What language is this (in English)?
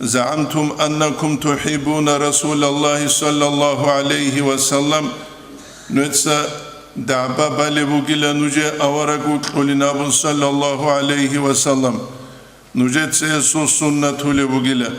Avaric